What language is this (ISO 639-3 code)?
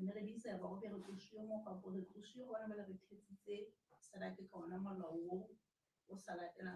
sot